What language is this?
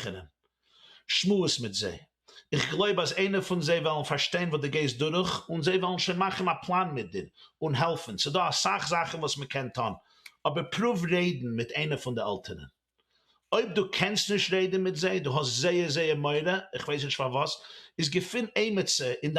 Yiddish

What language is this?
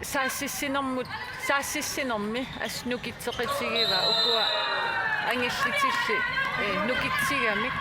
Kalaallisut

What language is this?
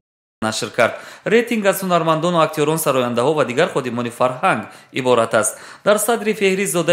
Tajik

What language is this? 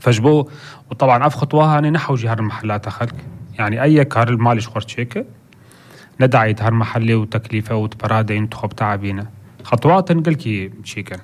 North Levantine Arabic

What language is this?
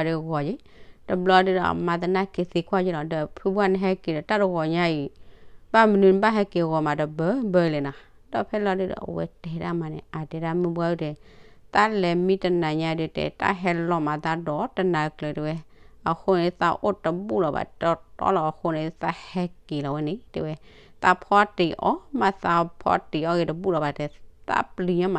S'gaw Karen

